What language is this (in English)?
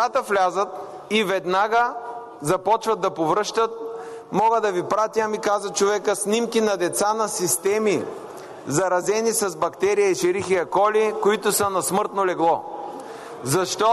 Bulgarian